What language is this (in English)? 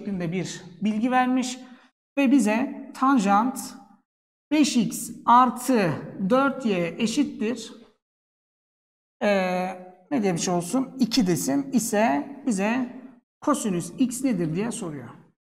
Turkish